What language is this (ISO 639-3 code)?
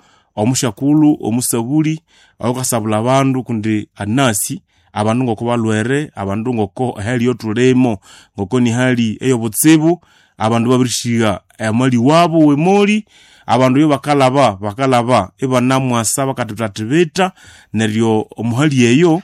nnb